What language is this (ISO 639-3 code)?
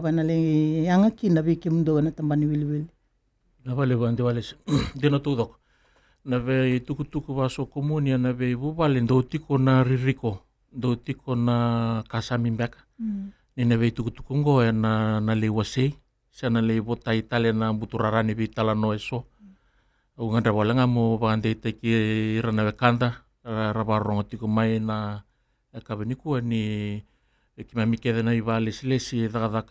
fij